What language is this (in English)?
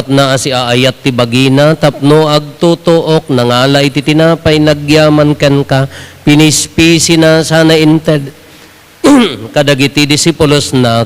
Iloko